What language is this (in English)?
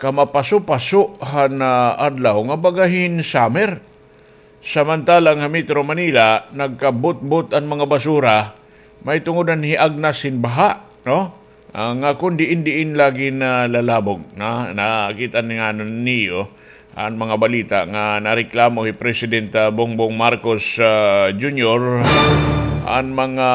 Waray